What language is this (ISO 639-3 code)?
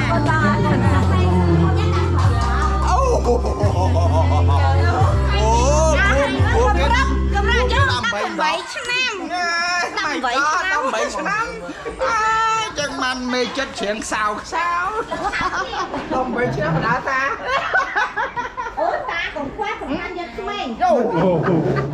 vie